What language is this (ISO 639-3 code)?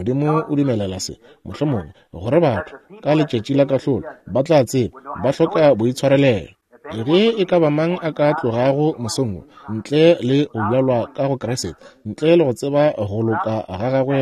nso